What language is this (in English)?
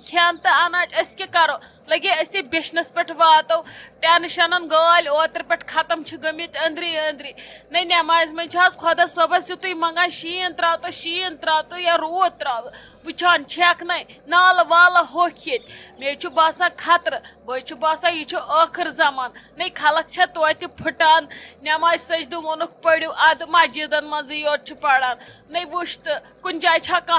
Kashmiri